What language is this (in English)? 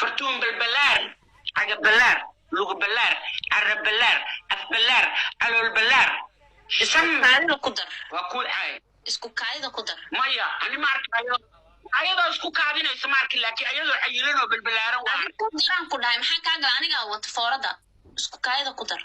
Somali